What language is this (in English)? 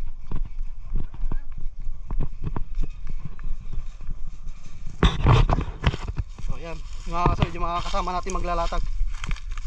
Filipino